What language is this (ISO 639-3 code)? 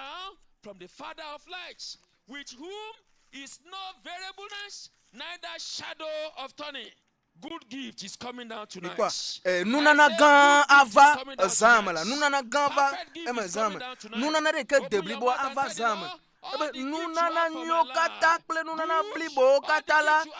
ewe